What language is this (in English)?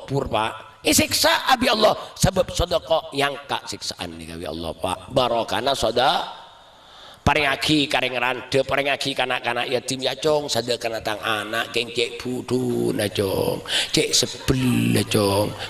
Madurese